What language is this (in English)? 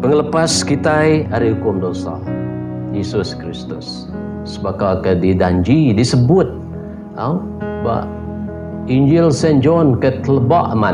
Iban